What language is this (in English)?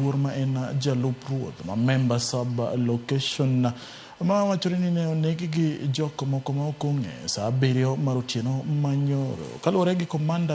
Luo (Kenya and Tanzania)